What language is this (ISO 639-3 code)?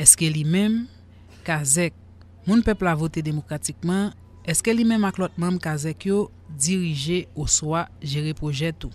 hat